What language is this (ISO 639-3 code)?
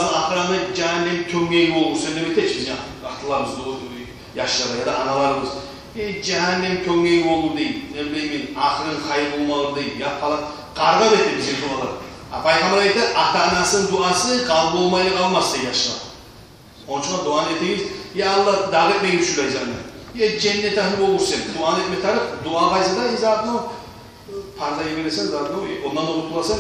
kum